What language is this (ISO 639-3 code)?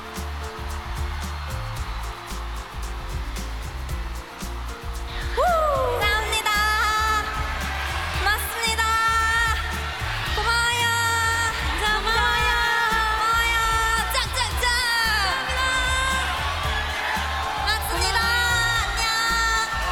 kor